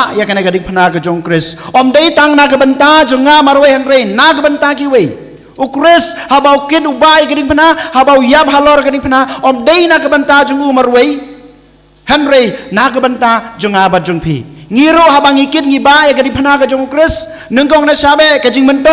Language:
Khasi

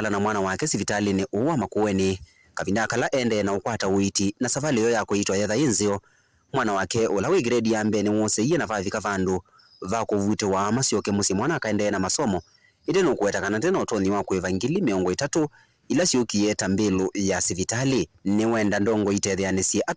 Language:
Kamba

